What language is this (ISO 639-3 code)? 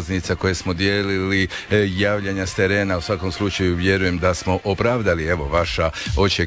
hrv